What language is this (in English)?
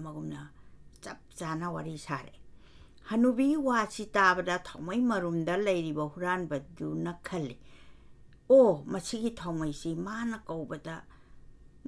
Manipuri